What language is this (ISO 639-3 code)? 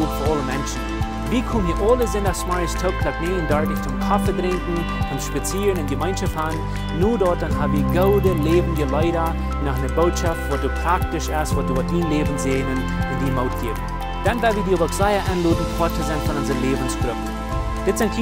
pdt